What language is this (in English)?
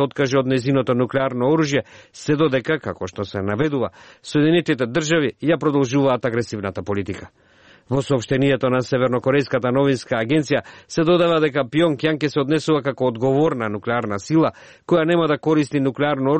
Macedonian